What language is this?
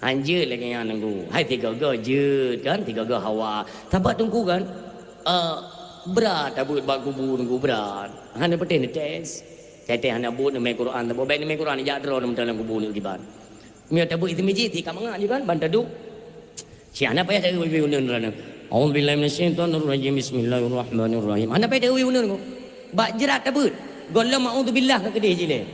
Achinese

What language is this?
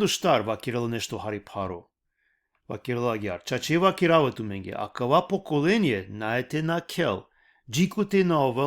Balkan Romani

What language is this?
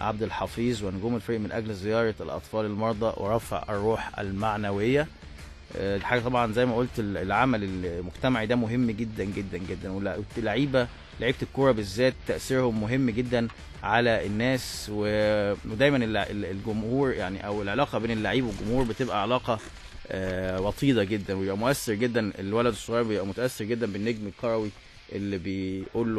Egyptian Arabic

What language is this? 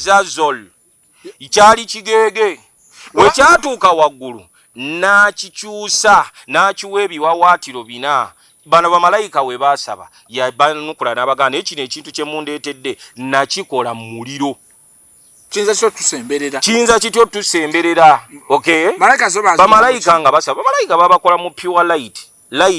Ganda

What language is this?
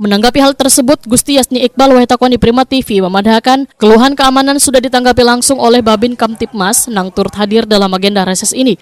Banjar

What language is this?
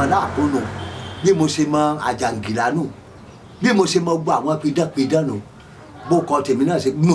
Yoruba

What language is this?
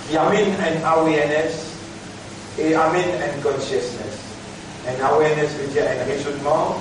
Morisyen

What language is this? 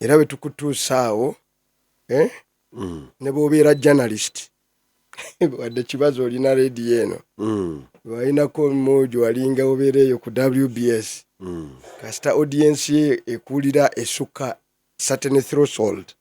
Ganda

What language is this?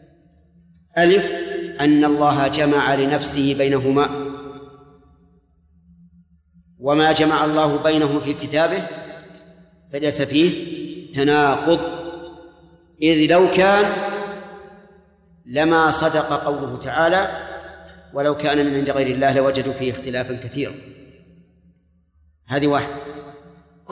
Arabic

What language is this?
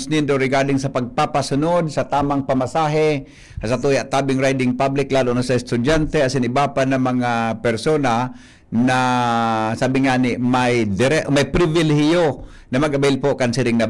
Bikol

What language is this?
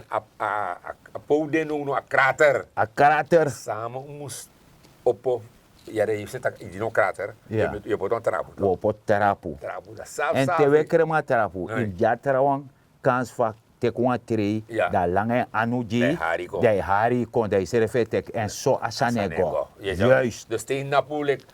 Sranan Tongo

